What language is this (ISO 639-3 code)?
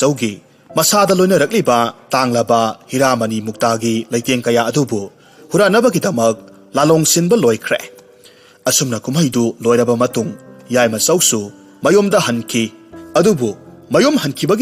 mni